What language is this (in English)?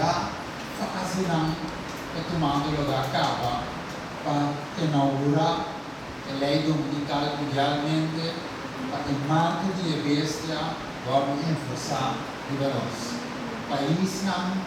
Papiamento